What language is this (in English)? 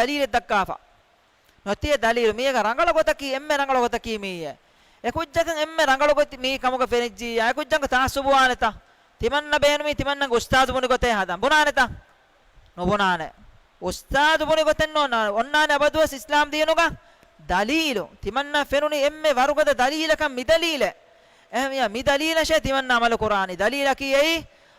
Divehi